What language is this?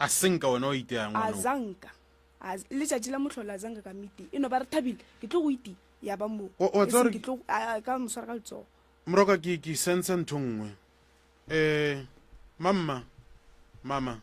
Northern Sotho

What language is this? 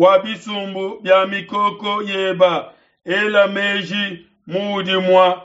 Luba-Lulua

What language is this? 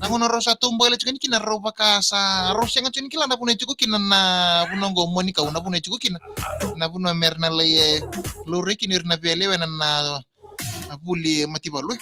Fijian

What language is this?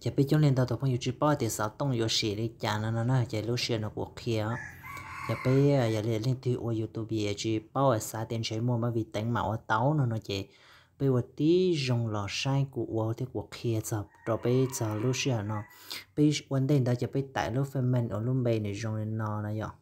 Hmong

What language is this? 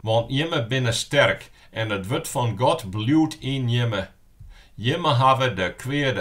Western Frisian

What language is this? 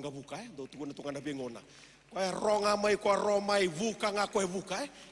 Fijian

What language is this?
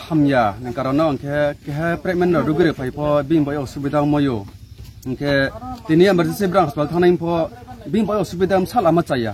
Riang (India)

